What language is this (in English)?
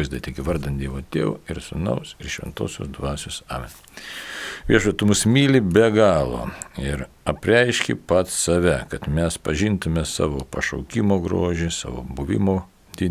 Lithuanian